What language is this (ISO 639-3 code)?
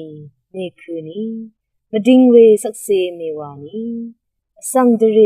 raw